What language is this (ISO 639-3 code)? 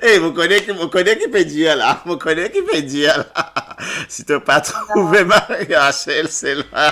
mfe